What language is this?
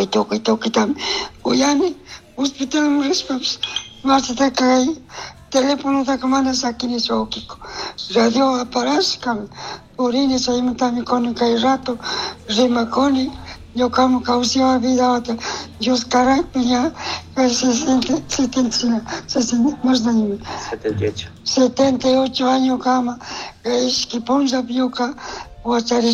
Chimborazo Highland Quichua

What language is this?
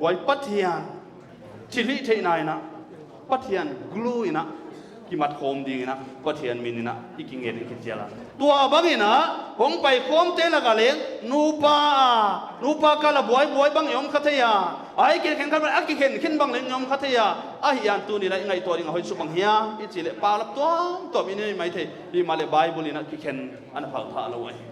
Paite Chin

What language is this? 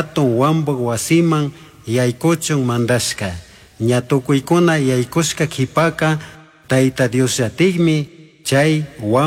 Chimborazo Highland Quichua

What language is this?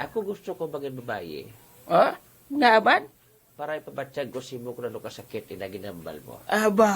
Hiligaynon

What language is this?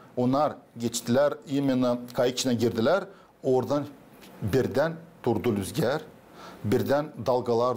Gagauz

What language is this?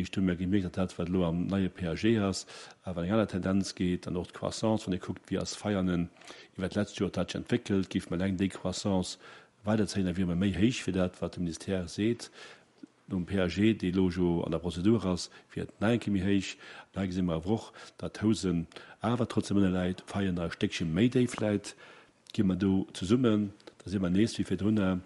Luxembourgish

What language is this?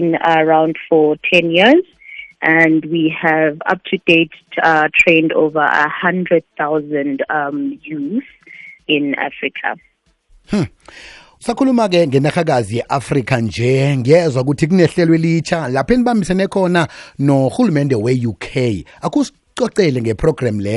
South Ndebele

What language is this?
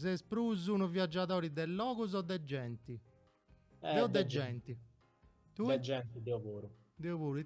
Sardinian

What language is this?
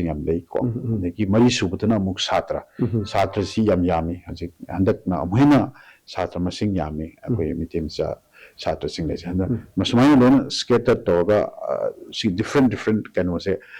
Manipuri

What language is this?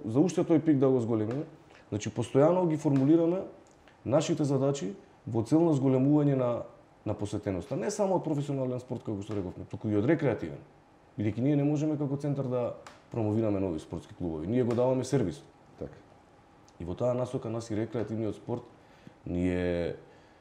Macedonian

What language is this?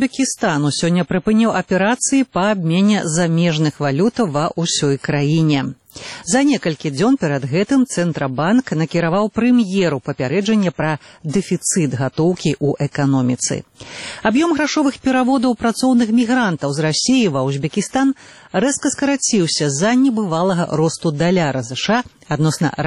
Belarusian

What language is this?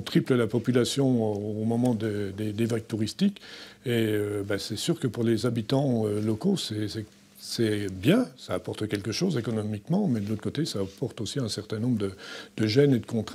French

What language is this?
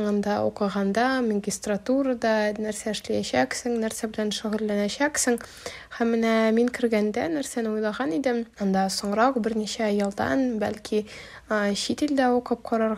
Tatar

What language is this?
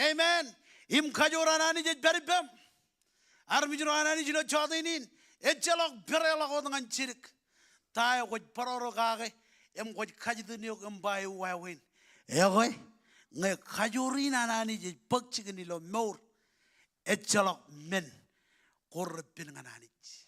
Marshallese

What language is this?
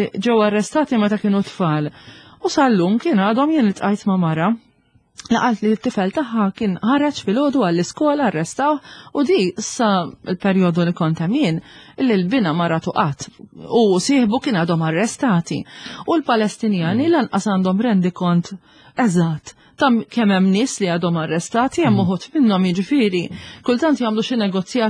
Maltese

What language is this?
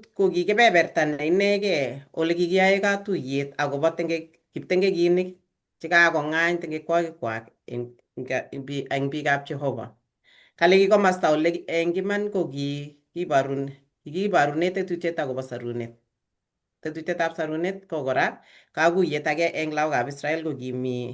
Kalenjin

